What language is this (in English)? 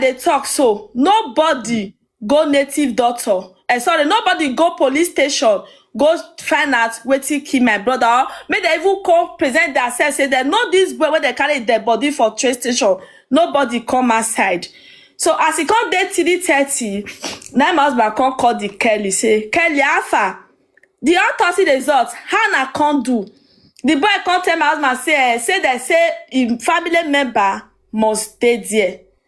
Nigerian Pidgin